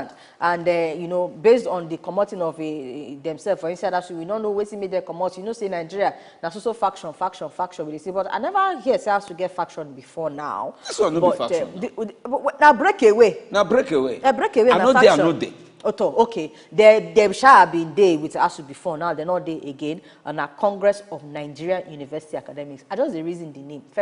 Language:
Nigerian Pidgin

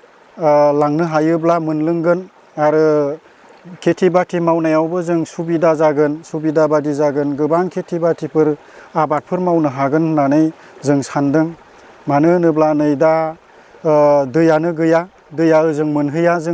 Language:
Bodo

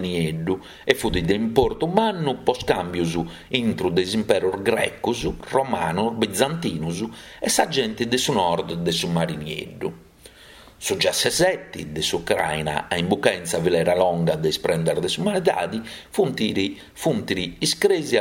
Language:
Sardinian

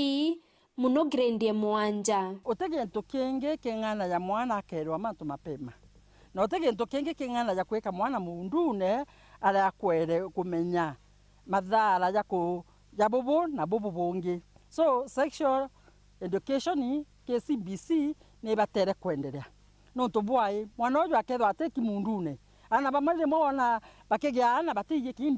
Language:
Meru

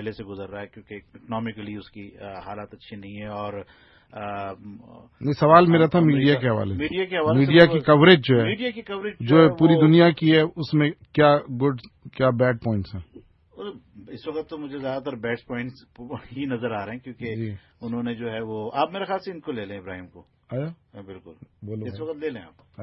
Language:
Urdu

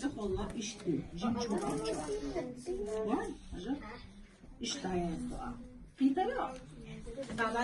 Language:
Chechen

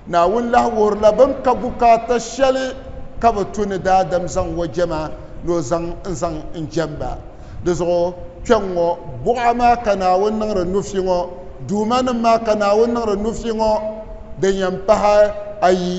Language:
Dagbani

